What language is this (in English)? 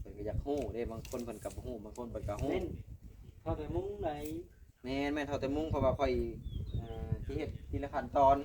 Lao